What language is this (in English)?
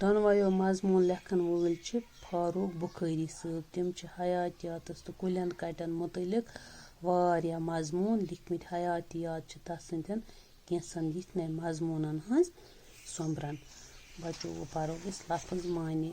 Kashmiri